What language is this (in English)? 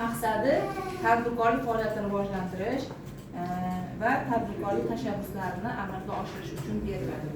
Uzbek